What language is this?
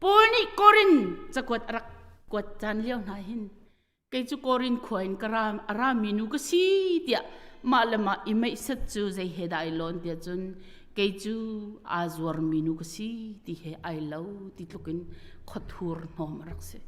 Hakha Chin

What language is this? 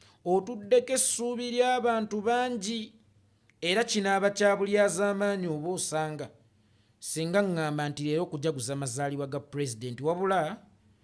Ganda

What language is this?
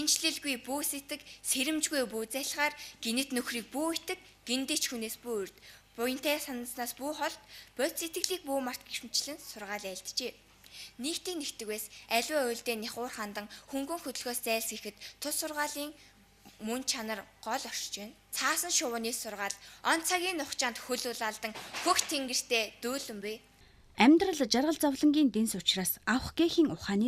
Mongolian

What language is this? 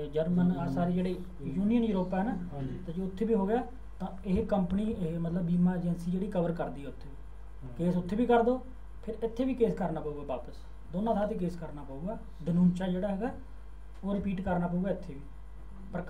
Punjabi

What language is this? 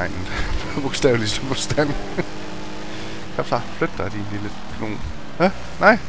Danish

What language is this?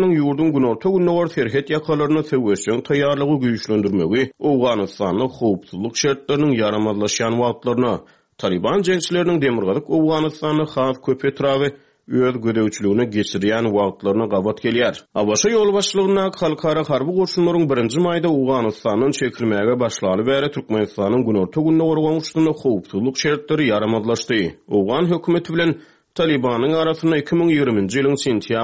Turkmen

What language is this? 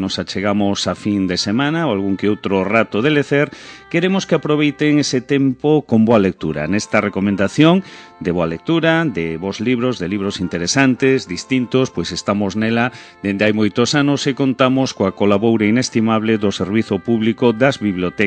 Galician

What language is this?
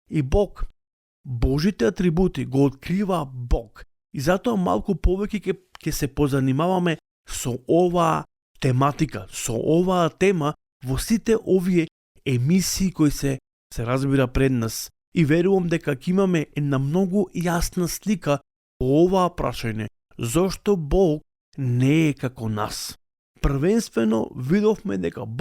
Macedonian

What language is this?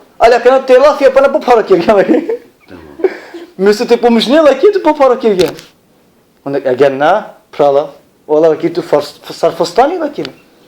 Balkan Romani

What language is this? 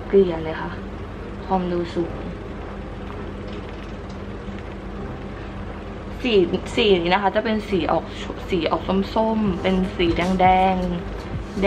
Thai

